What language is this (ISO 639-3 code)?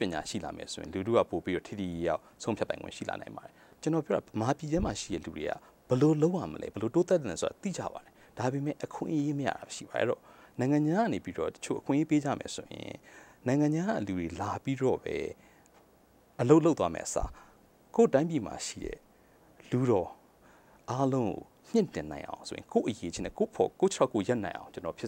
mya